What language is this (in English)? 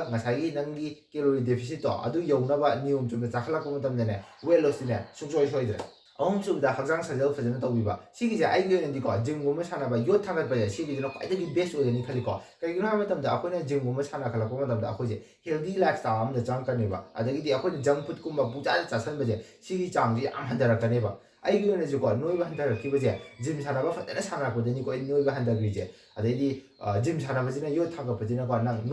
Manipuri